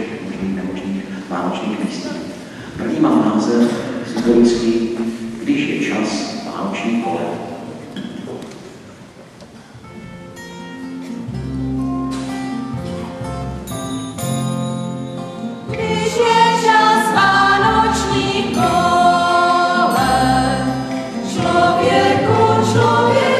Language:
Czech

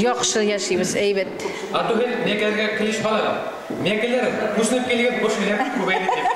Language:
Bashkir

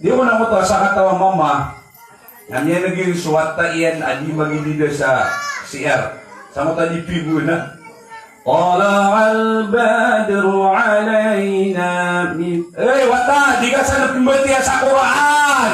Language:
Maranao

